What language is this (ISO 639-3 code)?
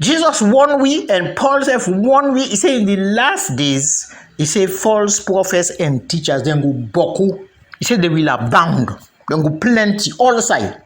kri